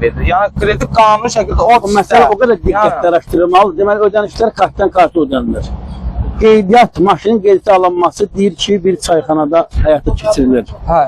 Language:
Azerbaijani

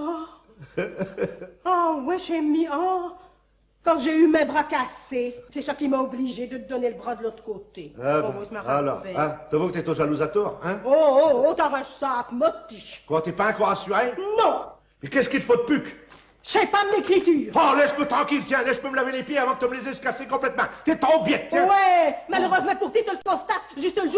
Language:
Picard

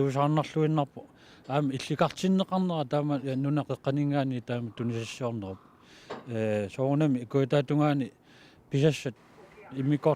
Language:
Kalaallisut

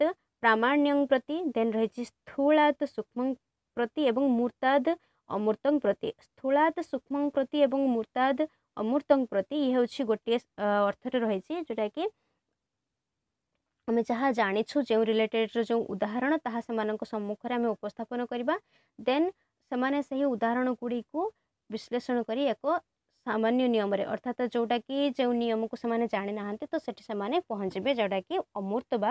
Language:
Odia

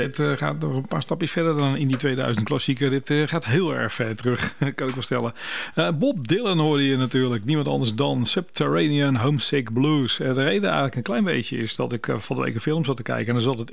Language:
Dutch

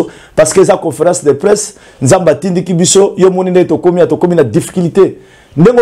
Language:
Lingala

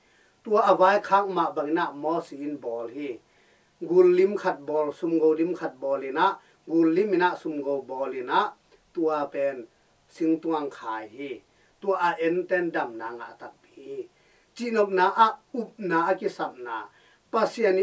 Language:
Tedim Chin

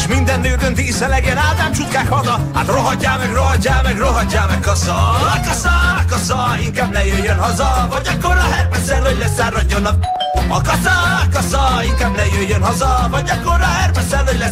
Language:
Hungarian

